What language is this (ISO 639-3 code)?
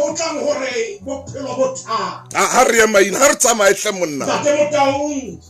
sot